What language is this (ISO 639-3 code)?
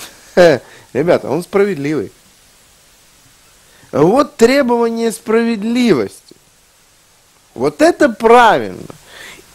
rus